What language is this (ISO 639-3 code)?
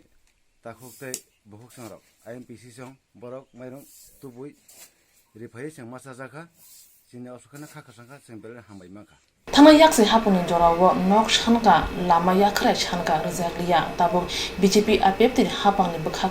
trp